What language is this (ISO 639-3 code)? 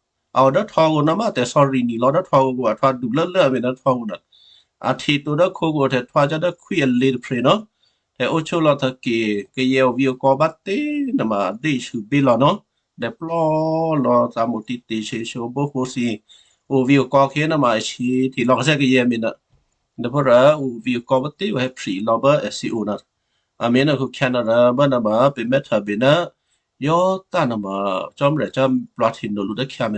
kyu